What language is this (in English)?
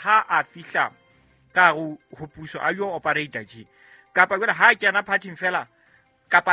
Southern Sotho